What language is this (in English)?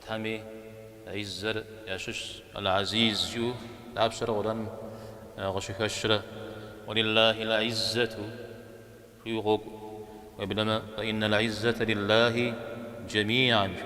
Kabardian